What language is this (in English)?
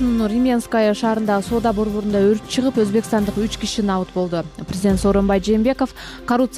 Kyrgyz